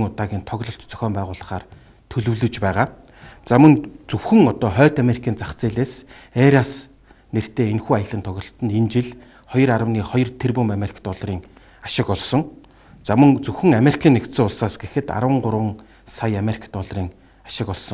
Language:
Mongolian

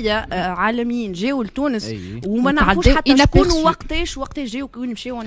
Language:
Tunisian Arabic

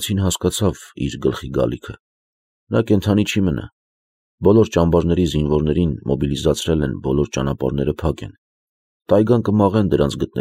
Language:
Armenian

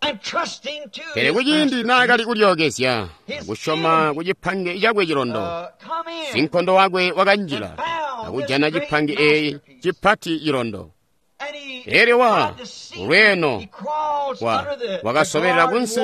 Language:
Tonga (Zambia)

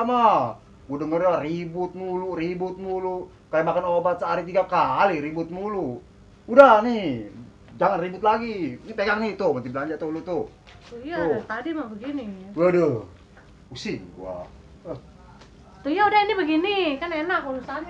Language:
Betawi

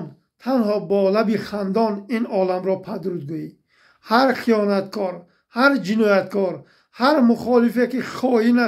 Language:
Tajik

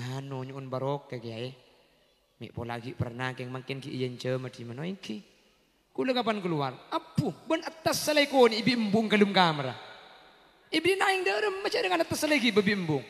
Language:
Madurese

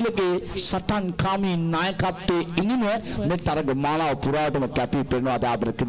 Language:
Sinhala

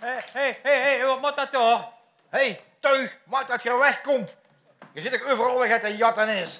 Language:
Limburgish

